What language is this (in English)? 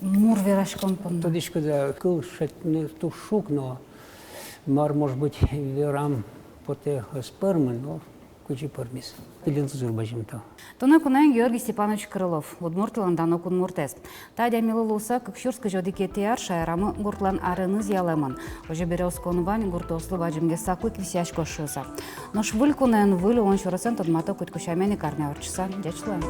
Udmurt